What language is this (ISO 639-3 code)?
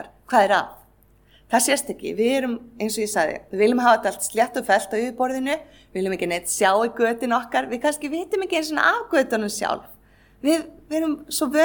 isl